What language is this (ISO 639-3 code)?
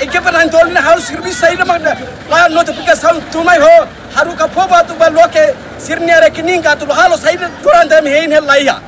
tet